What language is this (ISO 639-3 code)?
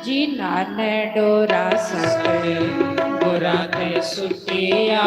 doi